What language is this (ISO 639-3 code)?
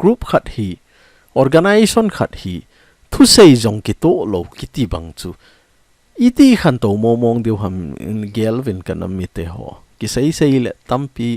tcz